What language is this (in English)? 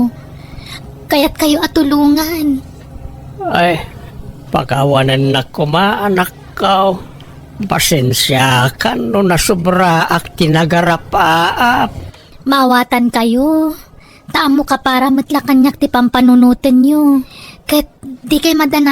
Iloko